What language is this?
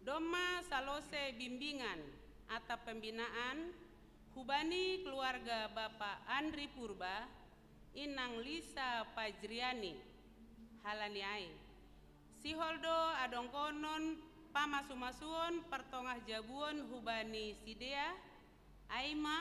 Batak Simalungun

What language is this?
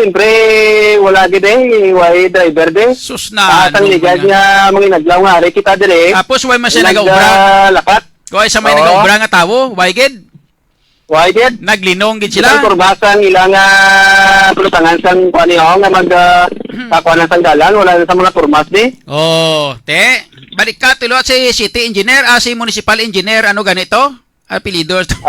Hiligaynon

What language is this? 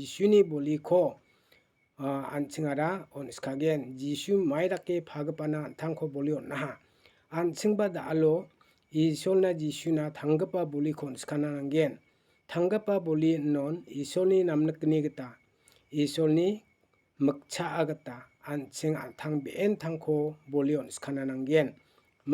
Garo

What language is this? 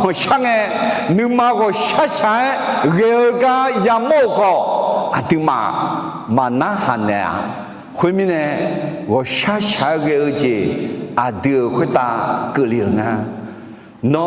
Akha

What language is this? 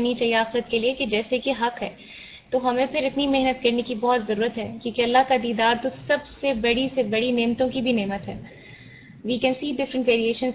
Urdu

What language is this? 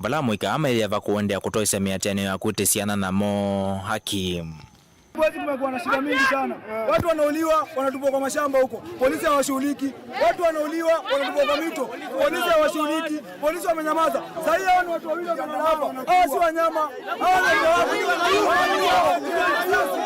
Kamba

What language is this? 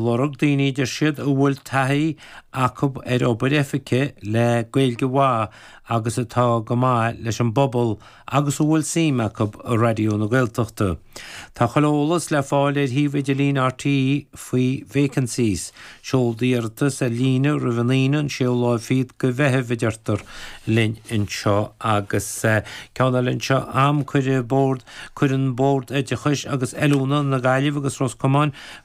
Irish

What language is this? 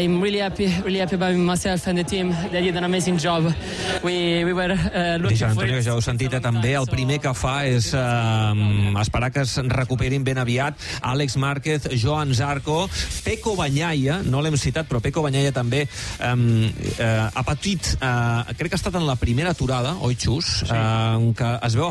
Catalan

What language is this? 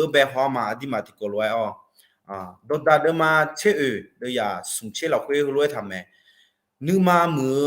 Akha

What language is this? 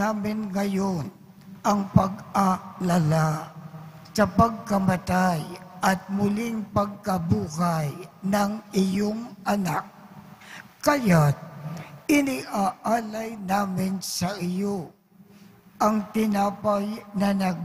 Filipino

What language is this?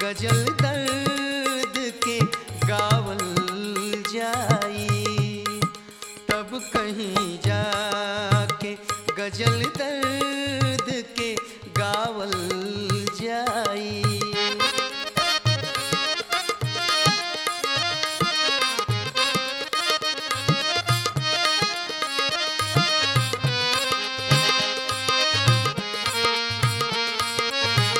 Bhojpuri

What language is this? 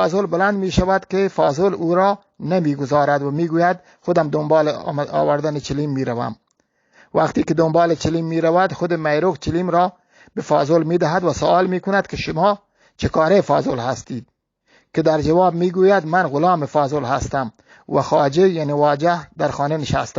Eastern Balochi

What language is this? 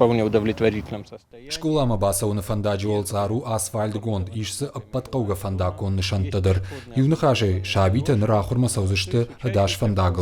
Ossetic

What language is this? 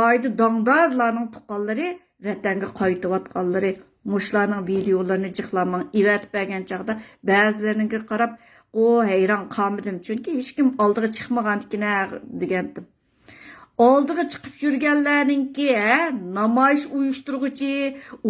Uyghur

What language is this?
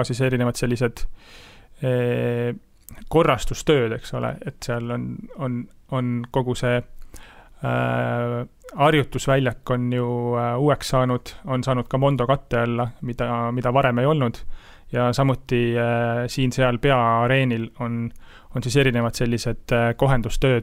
Estonian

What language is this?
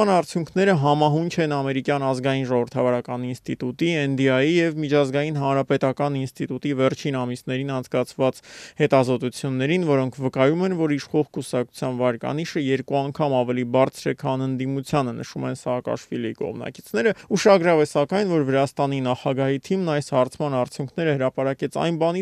Armenian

